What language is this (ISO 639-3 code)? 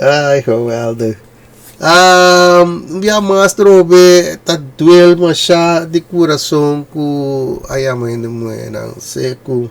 pap